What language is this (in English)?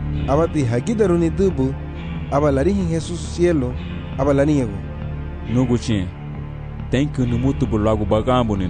Garifuna